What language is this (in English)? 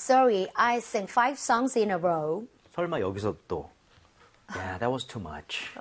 Korean